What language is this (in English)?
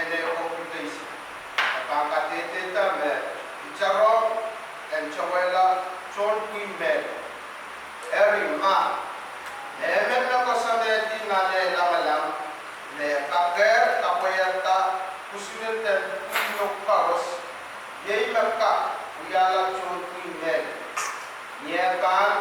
Pohnpeian